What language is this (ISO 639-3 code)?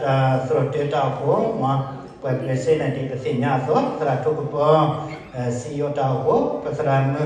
ksw